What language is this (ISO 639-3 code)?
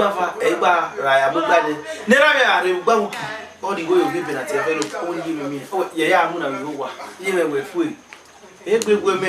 bin